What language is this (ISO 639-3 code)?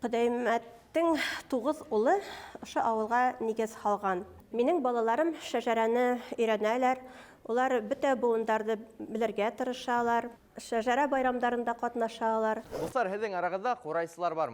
bak